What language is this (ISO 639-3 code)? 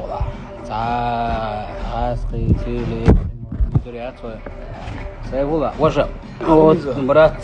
che